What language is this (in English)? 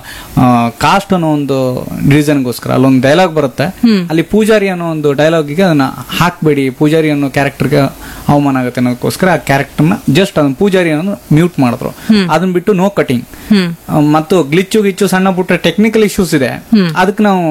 Kannada